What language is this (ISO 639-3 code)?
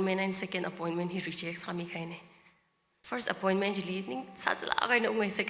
nmf